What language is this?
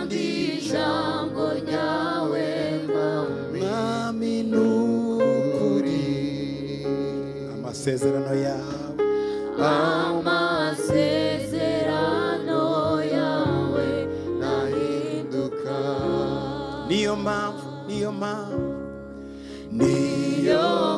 Kinyarwanda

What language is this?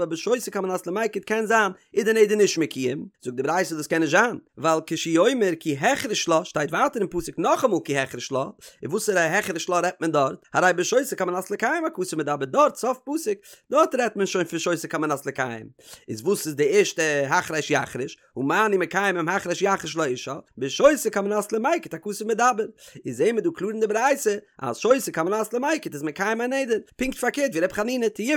Yiddish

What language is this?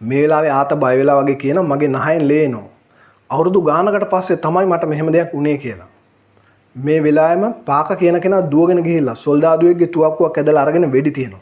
Sinhala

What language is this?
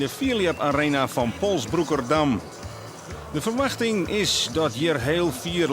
Western Frisian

